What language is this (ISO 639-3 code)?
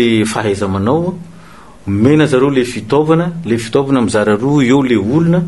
mlg